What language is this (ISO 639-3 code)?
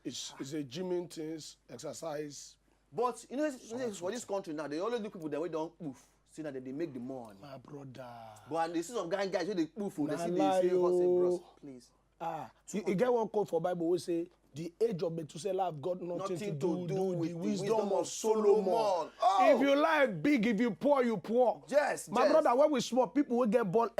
pcm